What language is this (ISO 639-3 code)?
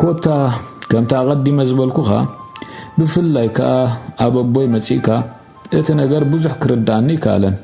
tir